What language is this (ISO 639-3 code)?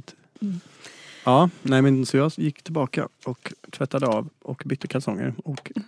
swe